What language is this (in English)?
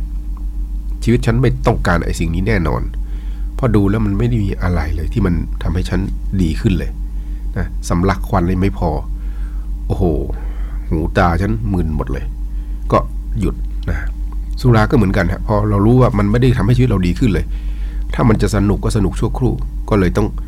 Thai